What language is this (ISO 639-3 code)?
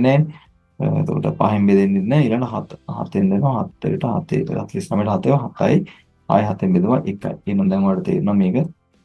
sin